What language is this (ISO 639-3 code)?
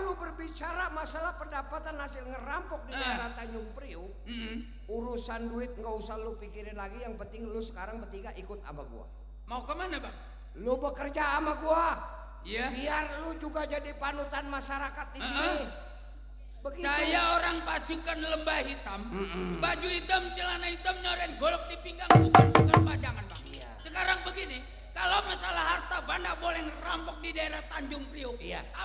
bew